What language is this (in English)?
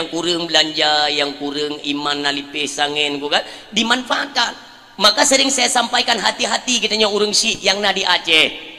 Achinese